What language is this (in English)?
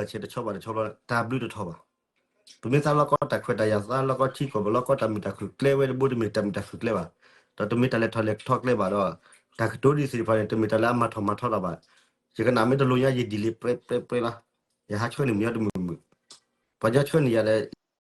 S'gaw Karen